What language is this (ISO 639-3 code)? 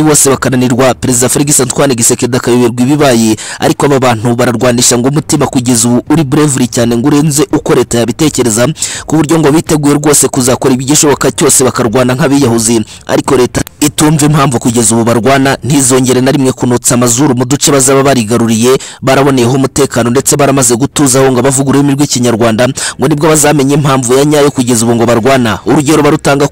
kin